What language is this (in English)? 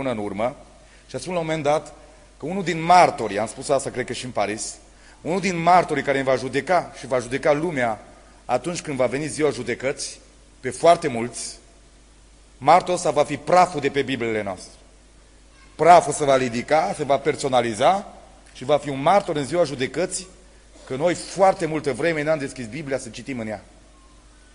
Romanian